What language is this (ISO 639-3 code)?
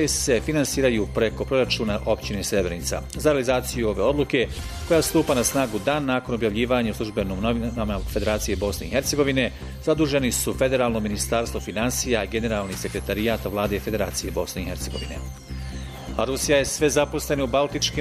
bos